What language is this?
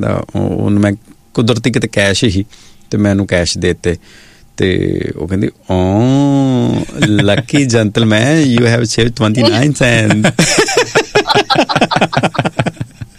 Punjabi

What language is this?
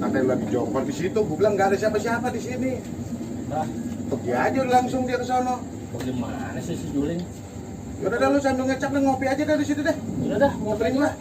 Betawi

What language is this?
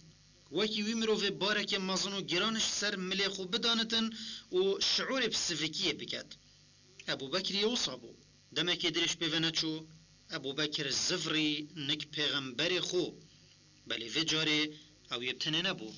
Kurdish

